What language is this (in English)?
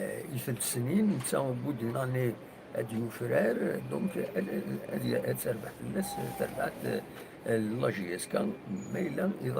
Kabyle